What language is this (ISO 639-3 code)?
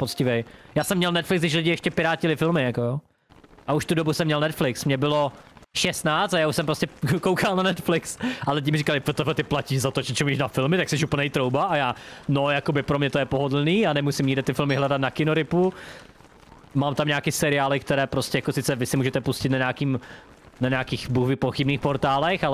ces